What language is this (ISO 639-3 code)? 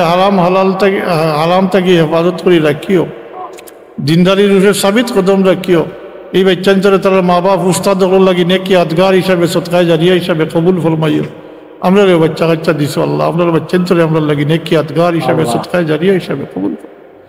syl